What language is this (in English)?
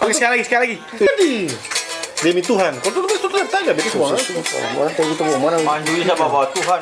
Ambonese Malay